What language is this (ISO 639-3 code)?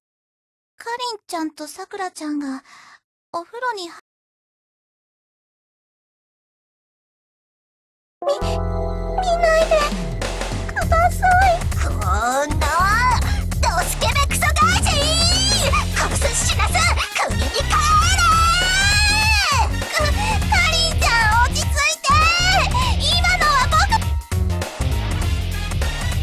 jpn